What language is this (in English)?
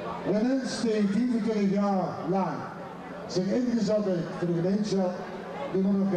Limburgish